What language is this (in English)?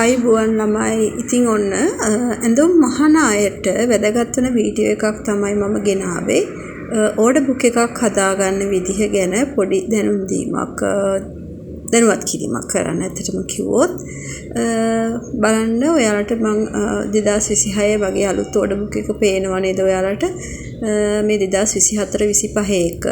Sinhala